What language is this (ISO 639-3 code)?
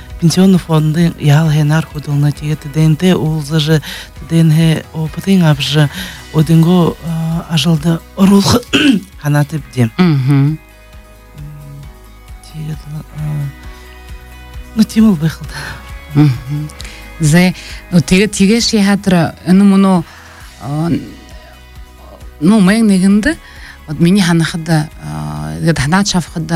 bua